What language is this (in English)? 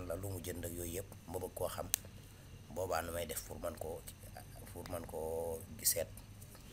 Wolof